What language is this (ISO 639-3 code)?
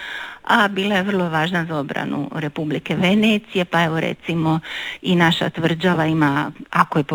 hrv